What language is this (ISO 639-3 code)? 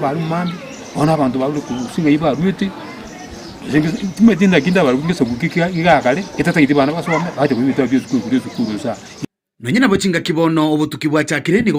guz